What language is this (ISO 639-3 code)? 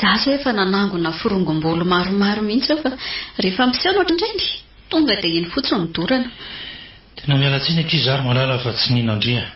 mlg